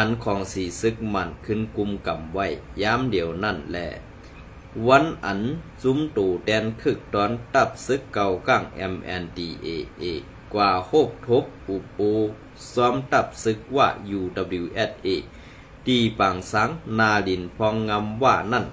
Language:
Shan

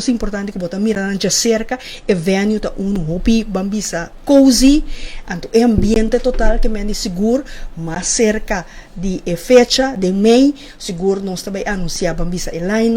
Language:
Papiamento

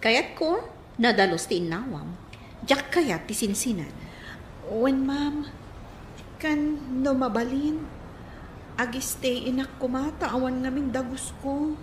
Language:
Iloko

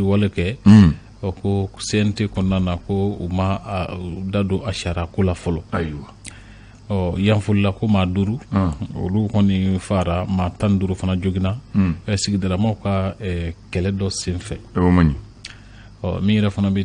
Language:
Bambara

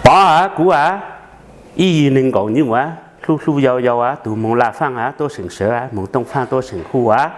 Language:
Hmong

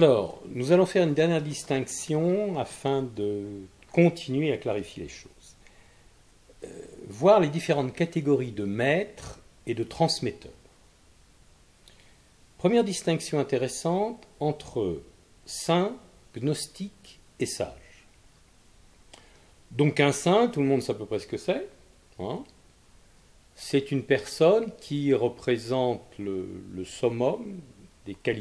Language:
French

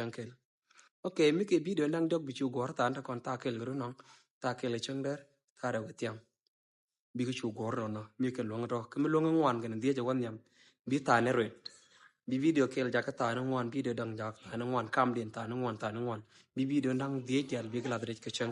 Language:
Nuer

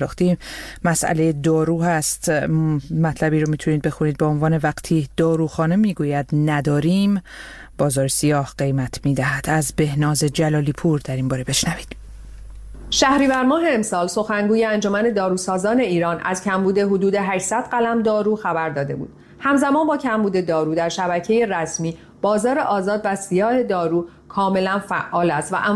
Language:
Persian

